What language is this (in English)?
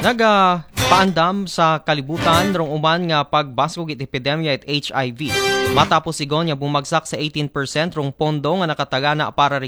Aklanon